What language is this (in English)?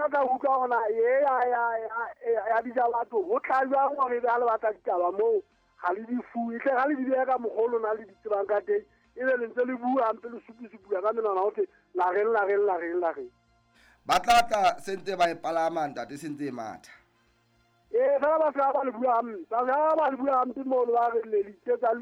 Southern Sotho